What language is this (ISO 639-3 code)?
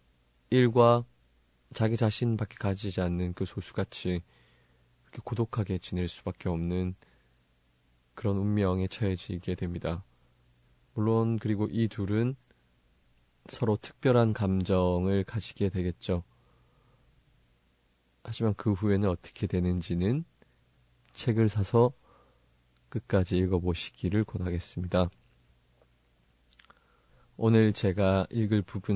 kor